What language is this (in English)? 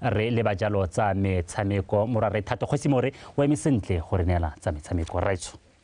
Tswana